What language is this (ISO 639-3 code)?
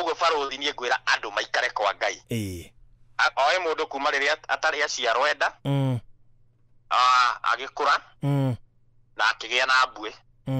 kik